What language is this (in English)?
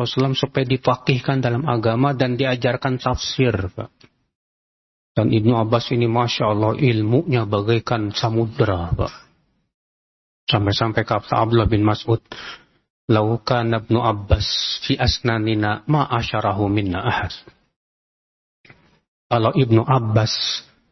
Indonesian